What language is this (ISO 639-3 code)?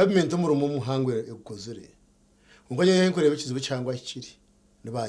nyn